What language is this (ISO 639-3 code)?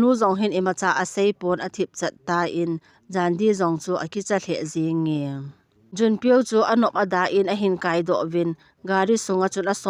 tcz